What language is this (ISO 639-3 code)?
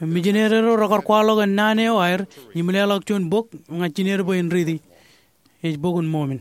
mah